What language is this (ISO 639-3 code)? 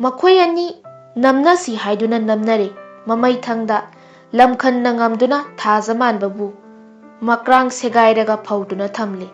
mni